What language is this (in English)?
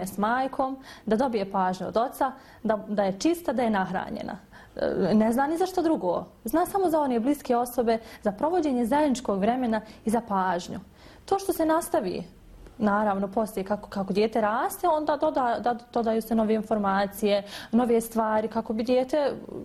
Bosnian